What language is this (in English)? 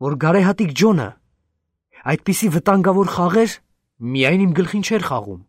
Armenian